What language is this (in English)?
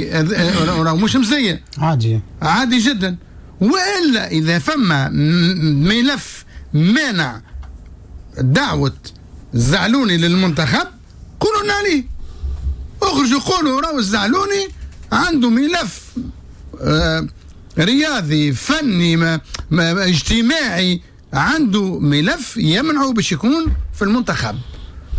Tunisian Arabic